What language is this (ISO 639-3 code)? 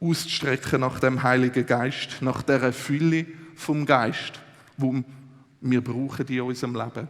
gsw